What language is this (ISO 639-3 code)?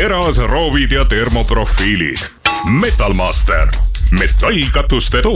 est